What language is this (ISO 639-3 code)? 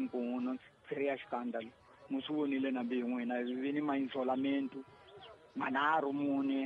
tso